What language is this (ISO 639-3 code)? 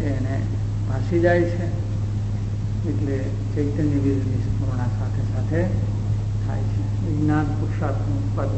guj